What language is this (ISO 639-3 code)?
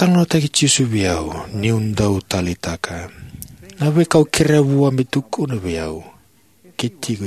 fij